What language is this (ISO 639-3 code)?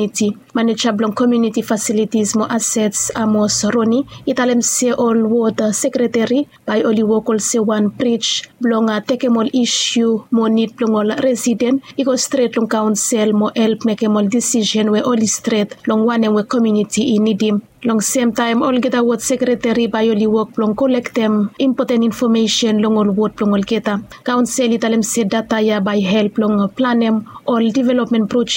bis